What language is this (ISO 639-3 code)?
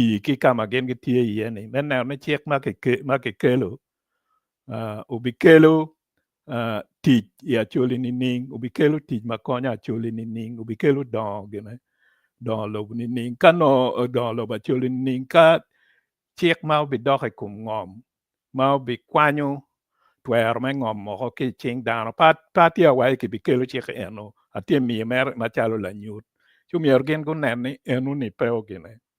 ach